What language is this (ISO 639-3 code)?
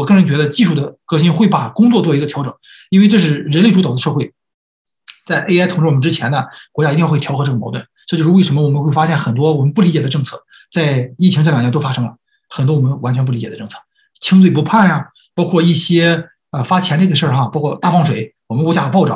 zho